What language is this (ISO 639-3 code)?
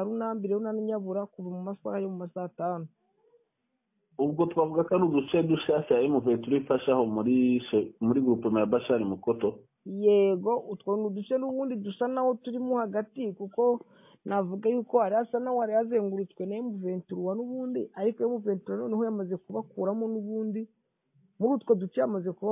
kin